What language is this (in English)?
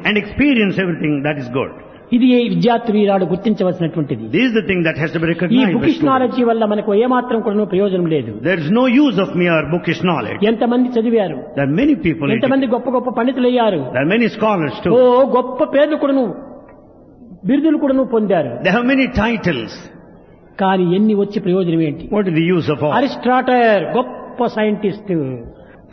Telugu